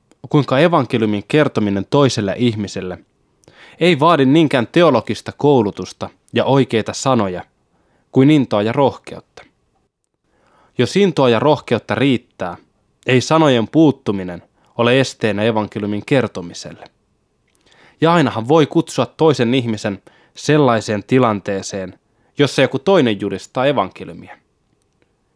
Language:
Finnish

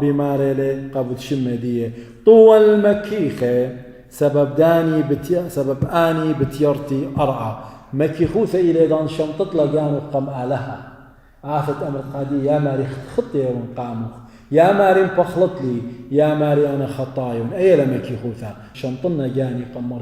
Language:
Assyrian Neo-Aramaic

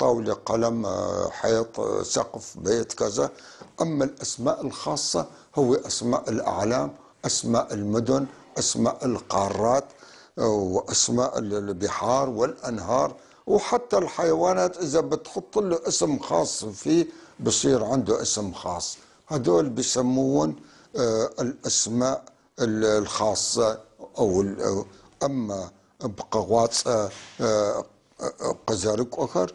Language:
North Levantine Arabic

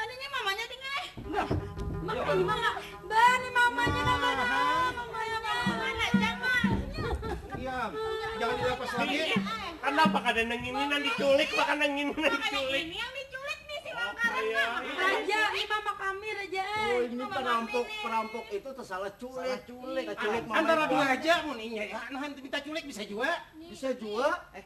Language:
Banjar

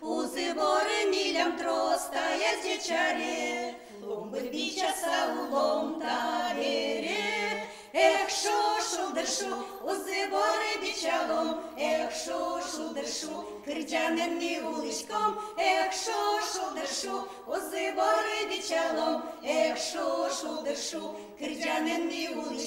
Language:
Udmurt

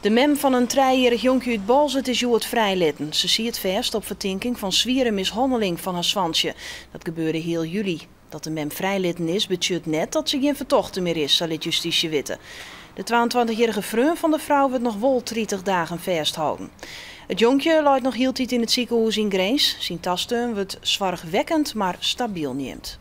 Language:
Western Frisian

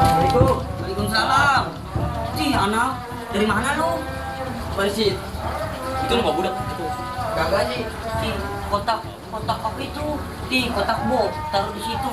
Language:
Betawi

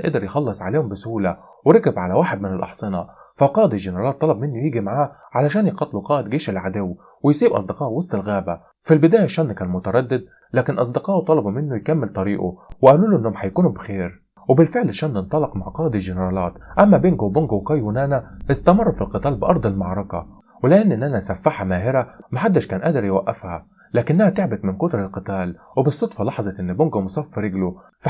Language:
Egyptian Arabic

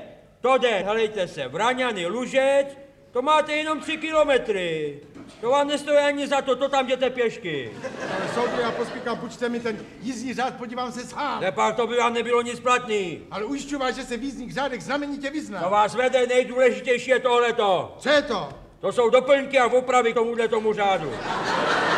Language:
Czech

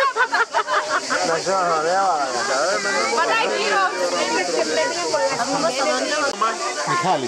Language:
Greek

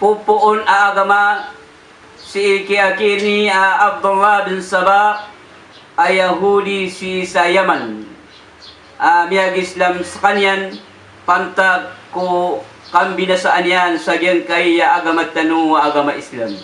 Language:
Maranao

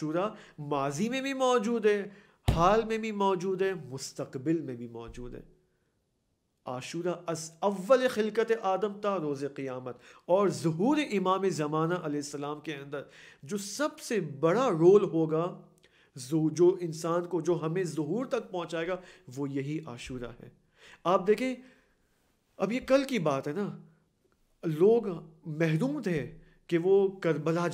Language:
Urdu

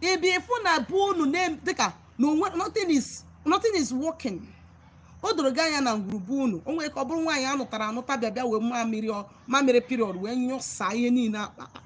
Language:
Igbo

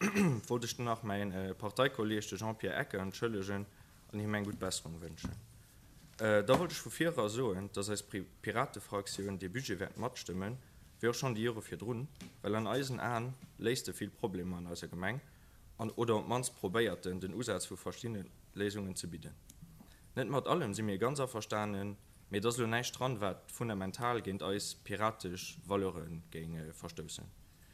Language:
Luxembourgish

